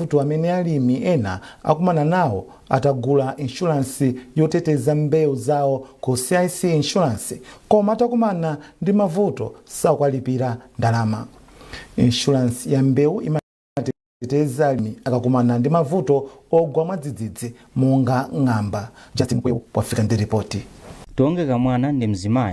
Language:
Nyanja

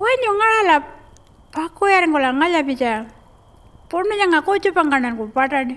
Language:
Pitjantjatjara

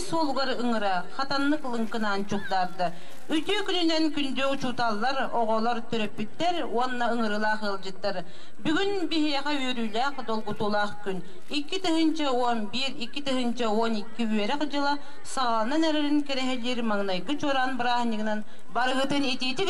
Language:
Yakut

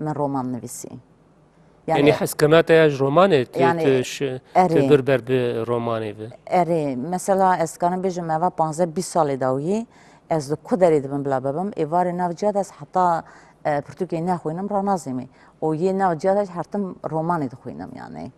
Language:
Kurdish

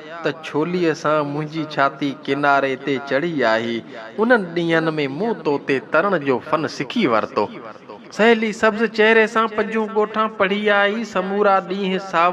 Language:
Sindhi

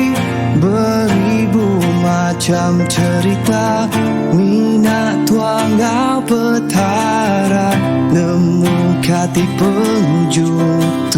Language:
Iban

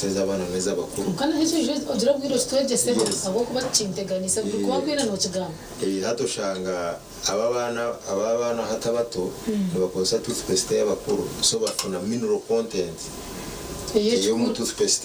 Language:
Nyankole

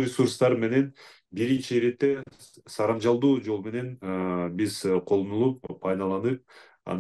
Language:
Kyrgyz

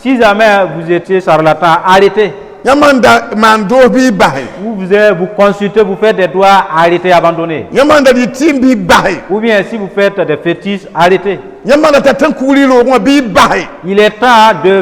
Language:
Mossi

